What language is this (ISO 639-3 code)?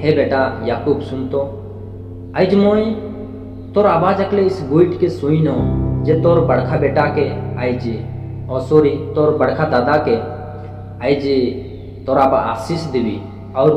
sck